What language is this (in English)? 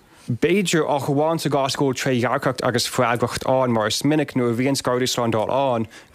Irish